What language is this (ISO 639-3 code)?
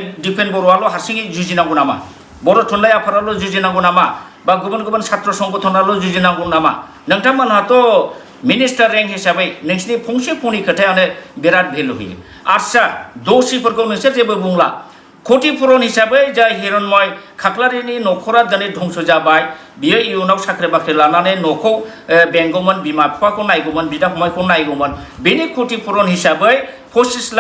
brx